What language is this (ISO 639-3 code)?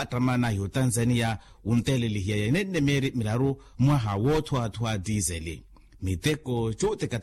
vmw